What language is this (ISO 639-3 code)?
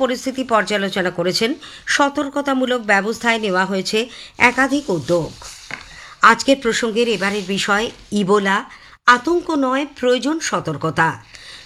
ben